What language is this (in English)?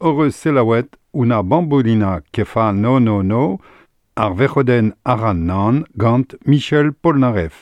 Breton